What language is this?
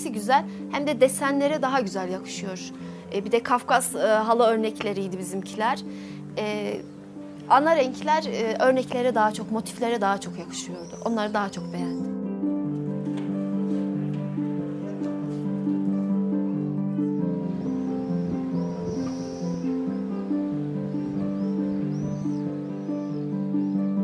Turkish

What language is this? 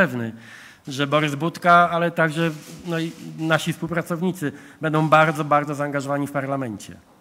Polish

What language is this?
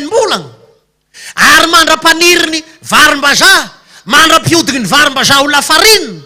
Malagasy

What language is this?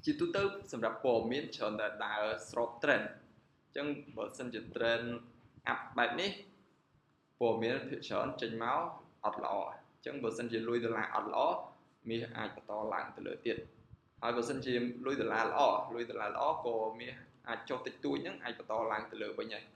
Khmer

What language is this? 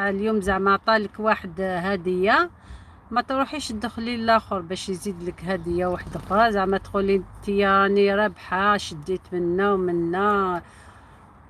Algerian Arabic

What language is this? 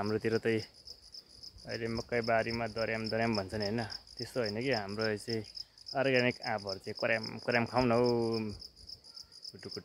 Nepali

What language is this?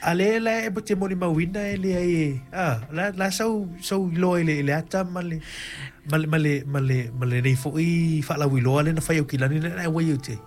Samoan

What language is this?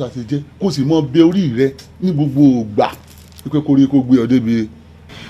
Yoruba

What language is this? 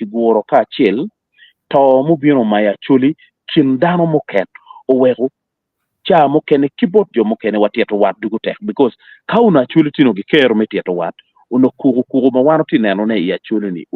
Acoli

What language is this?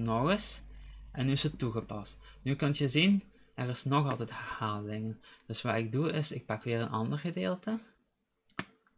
Dutch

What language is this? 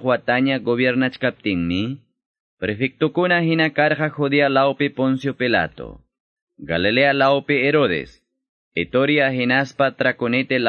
Quechua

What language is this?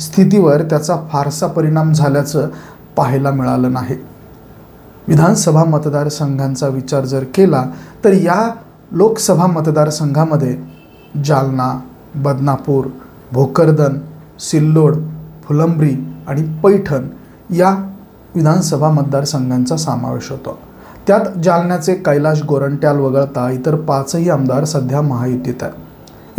Marathi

